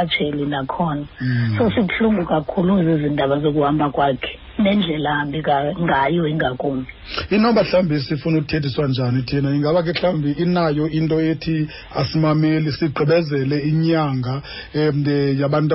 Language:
Xhosa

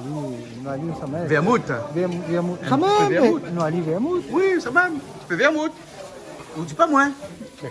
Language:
Réunion Creole French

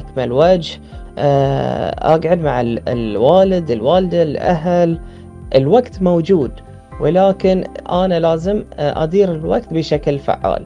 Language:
Gulf Arabic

